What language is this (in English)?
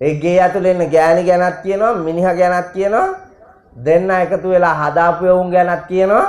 Sinhala